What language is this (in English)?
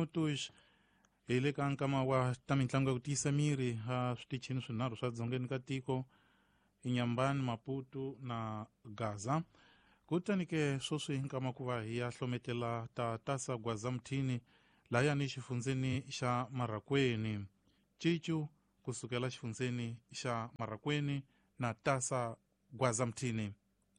Tsonga